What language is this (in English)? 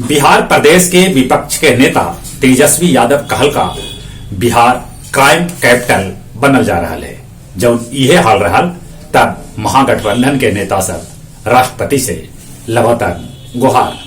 Magahi